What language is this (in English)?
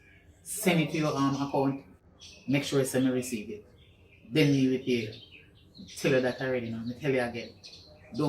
Jamaican Creole English